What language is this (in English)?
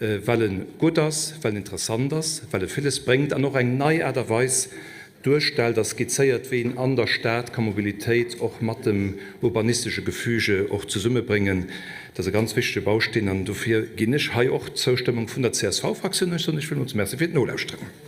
Luxembourgish